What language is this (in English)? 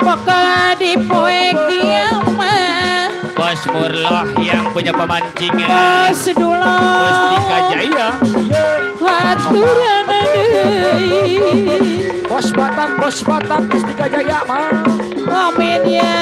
Betawi